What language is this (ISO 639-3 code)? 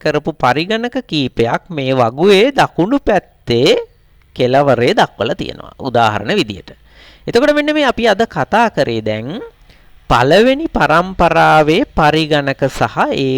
sin